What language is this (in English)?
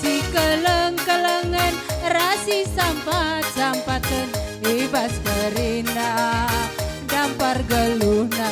Batak Karo